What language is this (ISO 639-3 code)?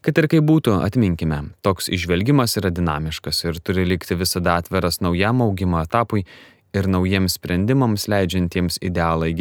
lit